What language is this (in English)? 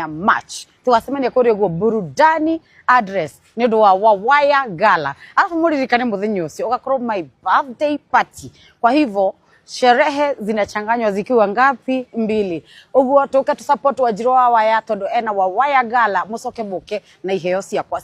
Kikuyu